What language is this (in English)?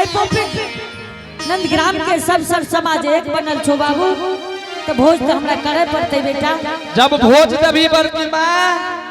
Angika